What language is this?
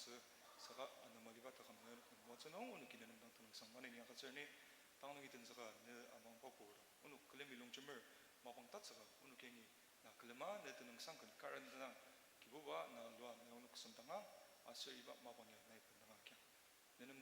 Ao Naga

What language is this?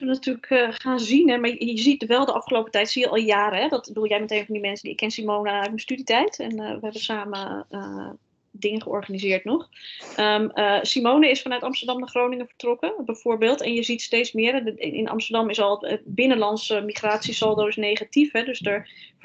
Dutch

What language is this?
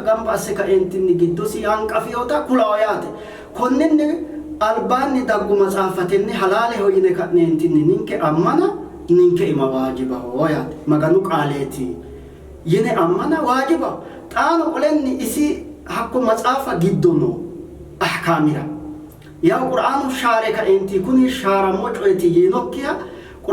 Sidamo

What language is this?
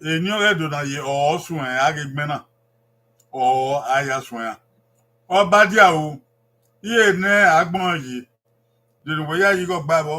Bini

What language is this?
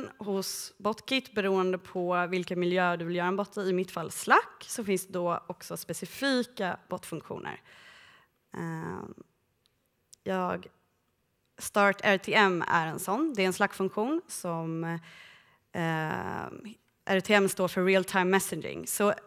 Swedish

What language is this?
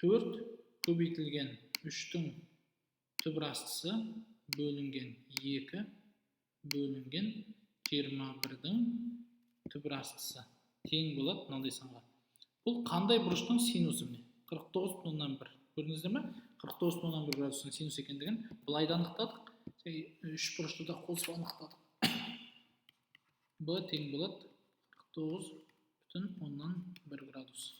Kazakh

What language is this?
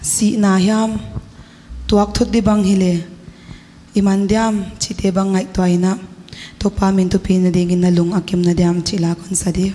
Paite Chin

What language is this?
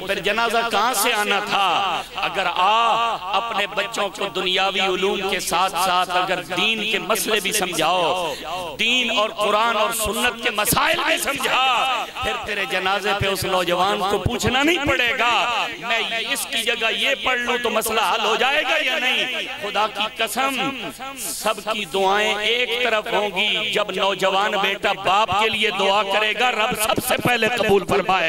Urdu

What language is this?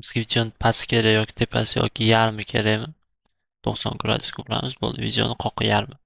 Uzbek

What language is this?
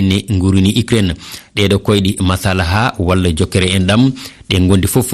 Fula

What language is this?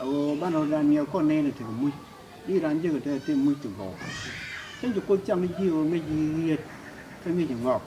Nuer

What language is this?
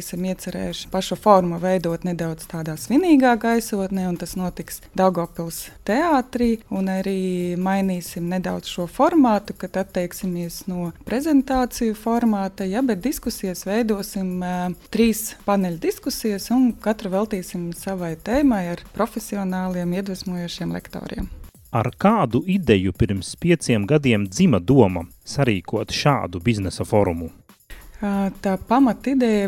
Latvian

